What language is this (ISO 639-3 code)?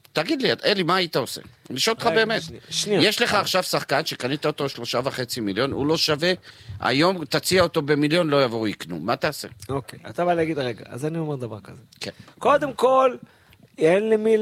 heb